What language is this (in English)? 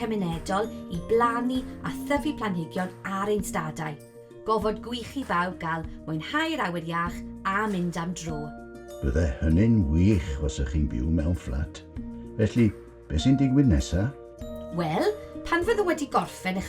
Welsh